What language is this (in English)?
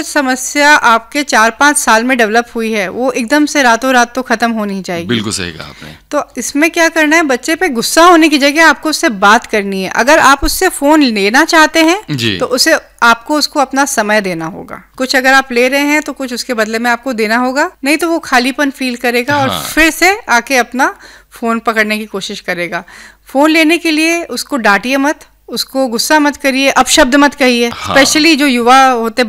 Hindi